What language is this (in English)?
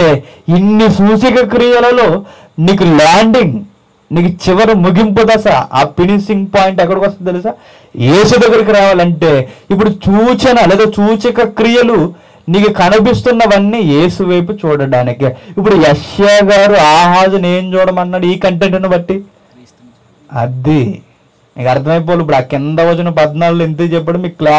Telugu